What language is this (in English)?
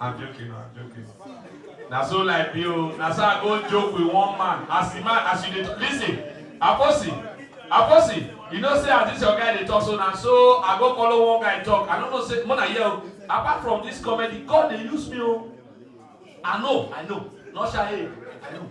Nigerian Pidgin